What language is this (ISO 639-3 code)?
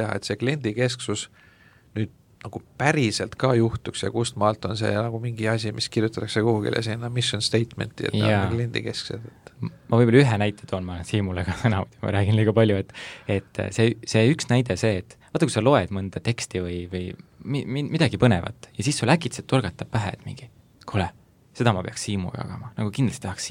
est